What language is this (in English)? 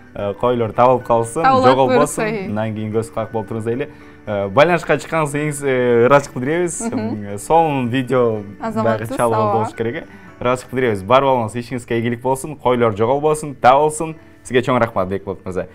Kyrgyz